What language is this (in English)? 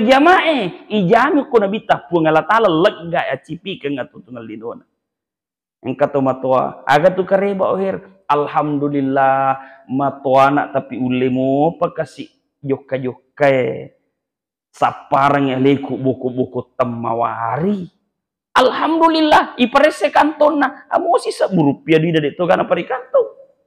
Buginese